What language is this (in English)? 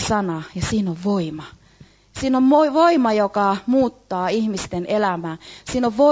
Finnish